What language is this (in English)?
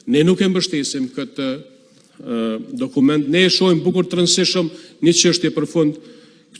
Albanian